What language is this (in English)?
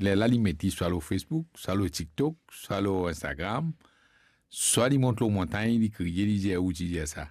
Morisyen